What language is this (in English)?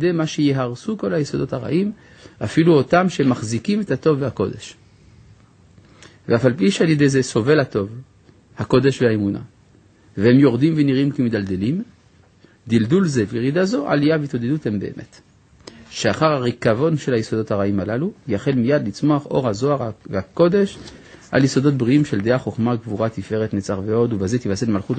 Hebrew